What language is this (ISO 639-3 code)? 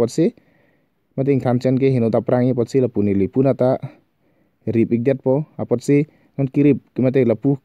mjw